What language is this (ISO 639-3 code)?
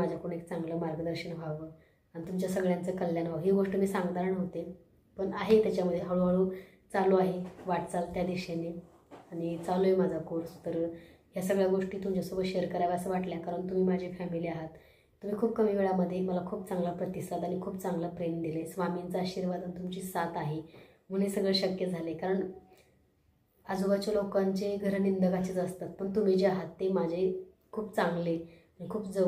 mar